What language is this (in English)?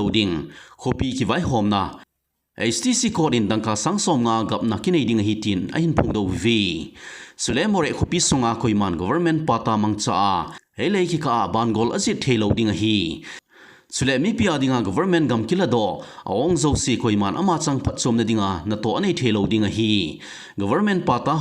Thado Chin